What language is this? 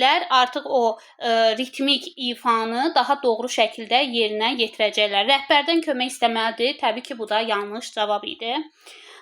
Azerbaijani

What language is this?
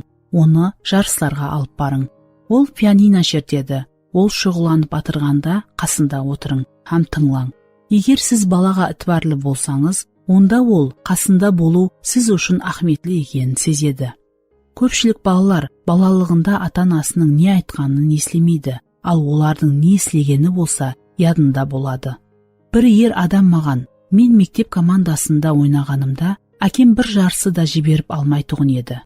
Kara-Kalpak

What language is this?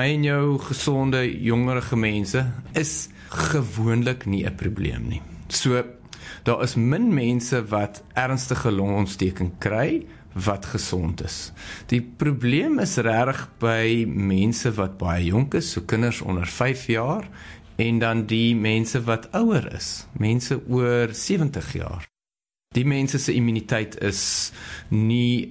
Afrikaans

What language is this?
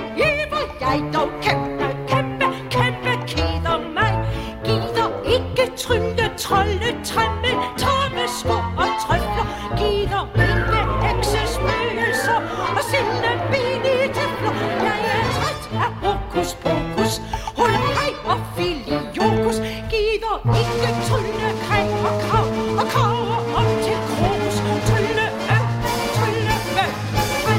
Danish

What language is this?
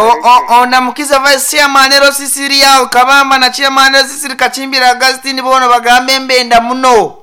Nyankole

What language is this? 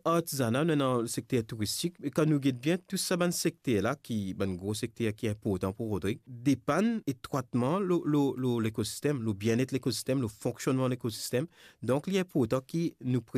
Morisyen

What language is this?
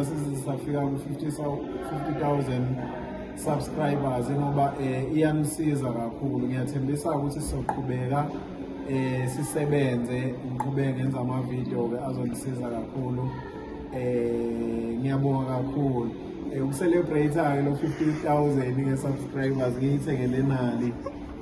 Zulu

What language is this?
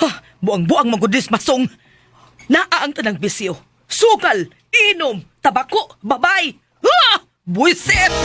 Cebuano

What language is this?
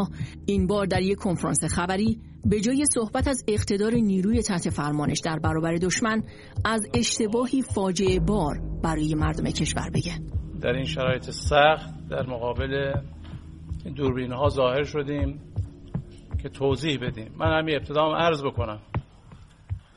Persian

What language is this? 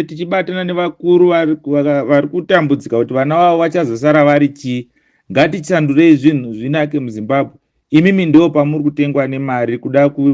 Shona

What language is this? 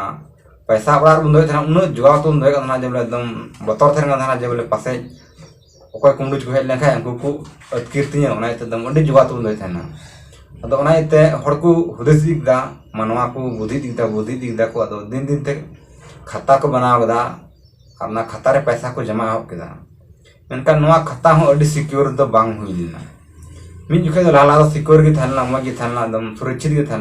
Santali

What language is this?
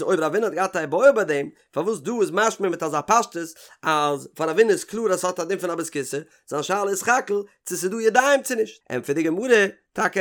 Yiddish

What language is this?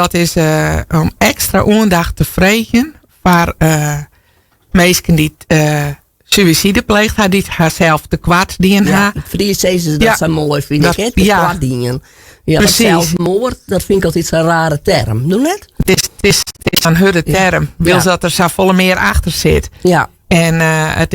Western Frisian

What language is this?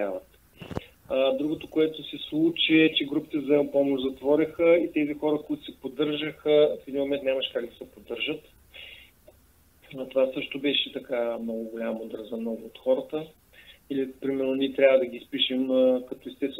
Bulgarian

